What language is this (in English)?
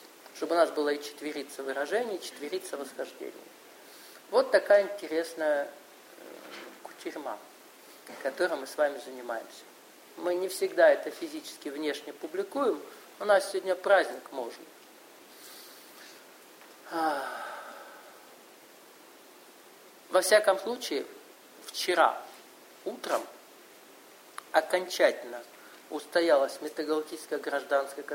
Russian